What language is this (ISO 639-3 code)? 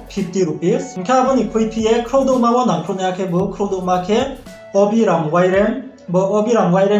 ria